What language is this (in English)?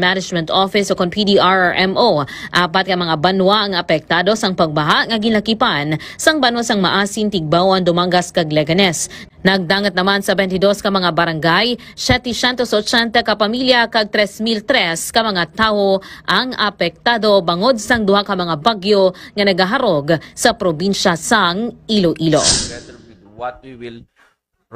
Hiligaynon